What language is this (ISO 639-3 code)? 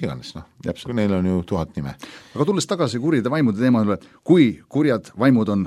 est